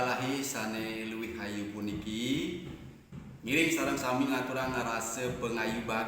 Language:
Balinese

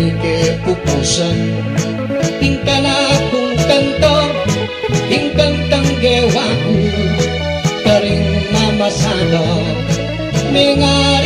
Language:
Pampanga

